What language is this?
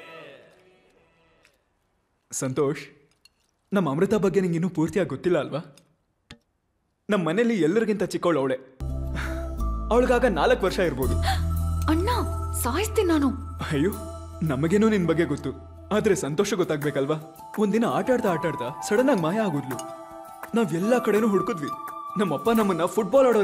Kannada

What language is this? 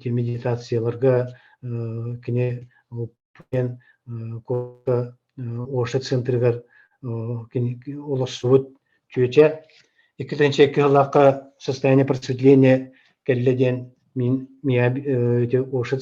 Yakut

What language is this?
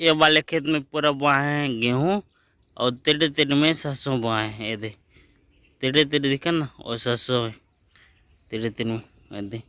Chhattisgarhi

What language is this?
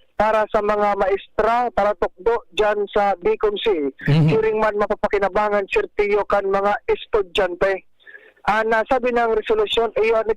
Bikol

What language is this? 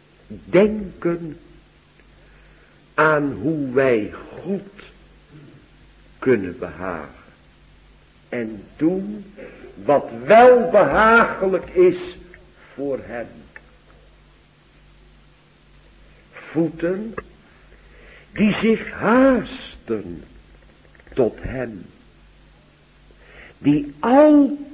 Dutch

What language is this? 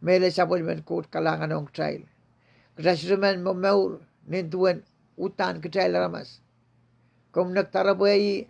Pohnpeian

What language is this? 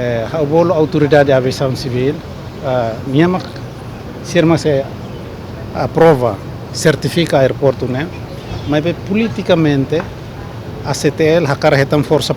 Tetum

